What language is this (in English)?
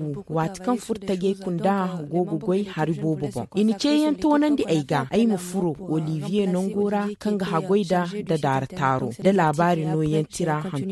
Zarma